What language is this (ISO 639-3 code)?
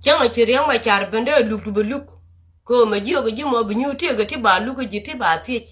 nus